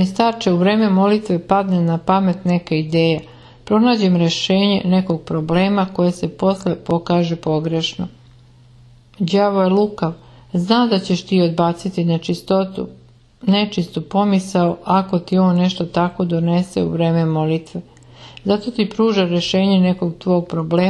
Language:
Serbian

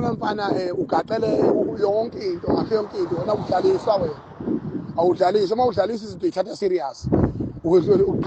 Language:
Zulu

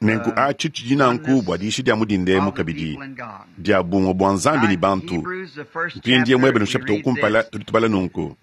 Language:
Luba-Lulua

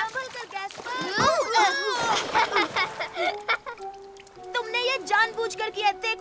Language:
Hindi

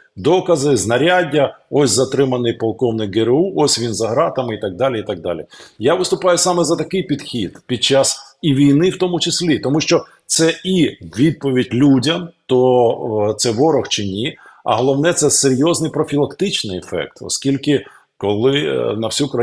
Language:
Ukrainian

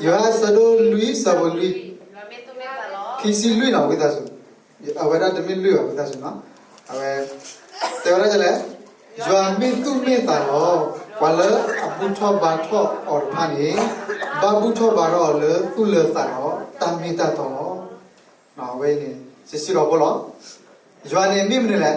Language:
S'gaw Karen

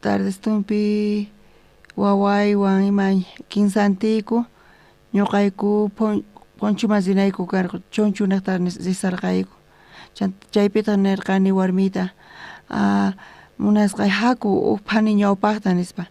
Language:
South Bolivian Quechua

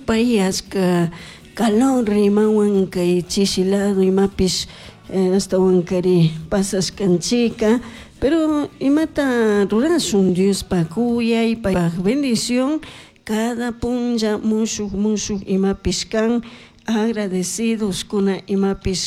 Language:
Chimborazo Highland Quichua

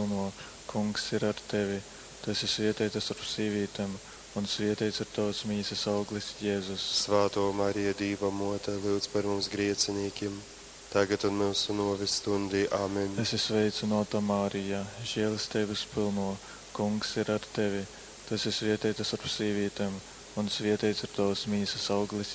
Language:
Latgalian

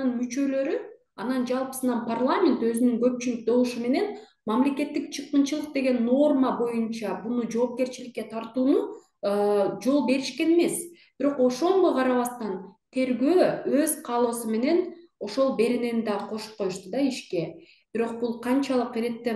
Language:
Kyrgyz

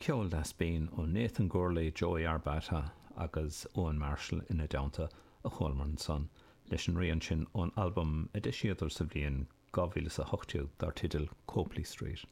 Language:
Irish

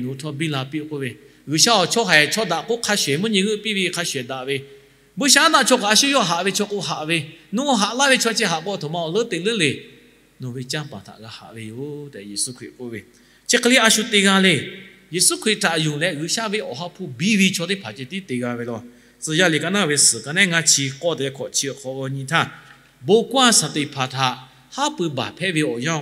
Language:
Lahu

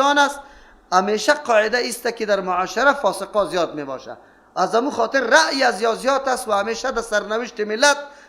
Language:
Persian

